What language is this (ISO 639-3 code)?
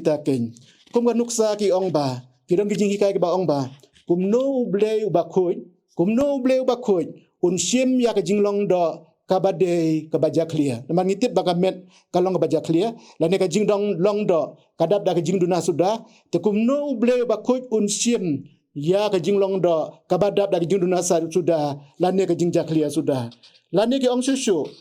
kha